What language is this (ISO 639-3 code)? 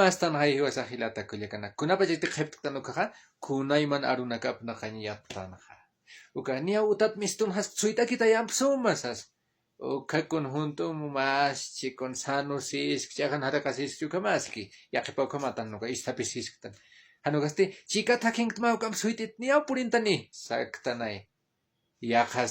aym